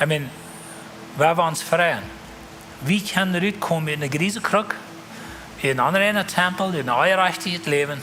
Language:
Plautdietsch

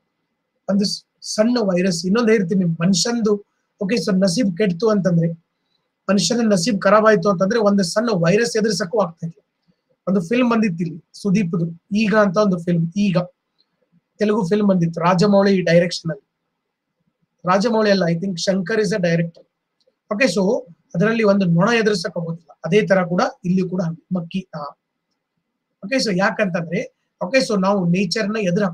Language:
Kannada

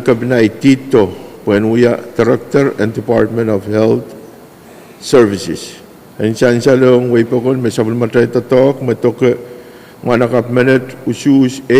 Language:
Pohnpeian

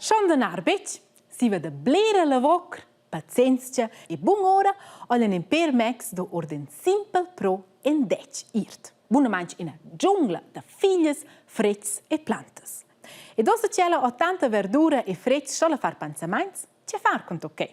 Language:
Romansh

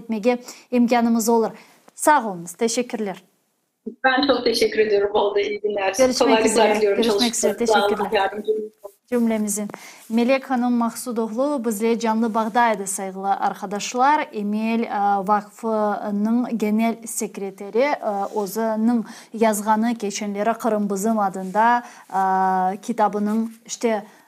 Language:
Crimean Tatar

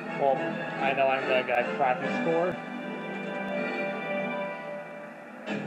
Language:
English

